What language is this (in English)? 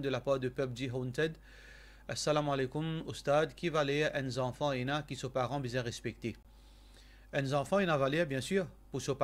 Morisyen